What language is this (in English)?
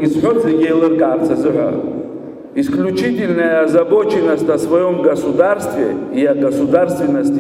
Abkhazian